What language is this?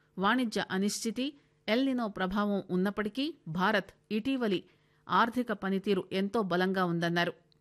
Telugu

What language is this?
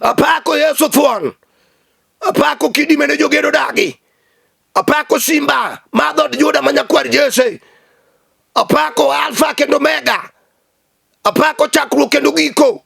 Luo (Kenya and Tanzania)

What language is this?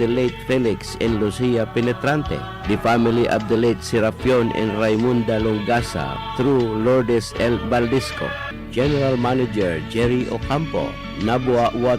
Bikol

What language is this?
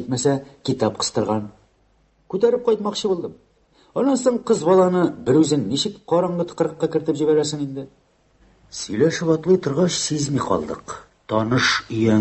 Tatar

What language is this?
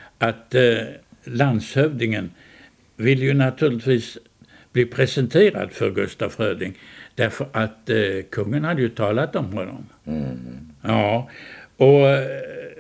Swedish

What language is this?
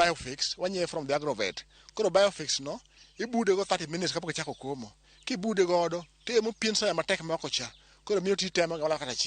Luo (Kenya and Tanzania)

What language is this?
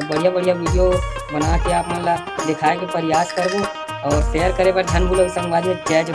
Chhattisgarhi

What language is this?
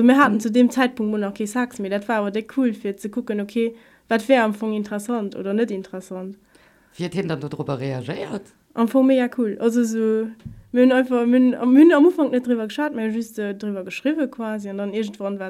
Luxembourgish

